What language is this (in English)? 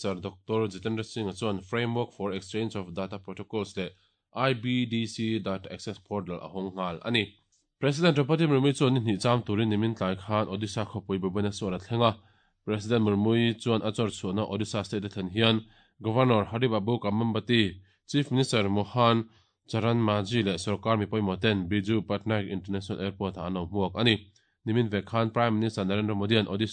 Mizo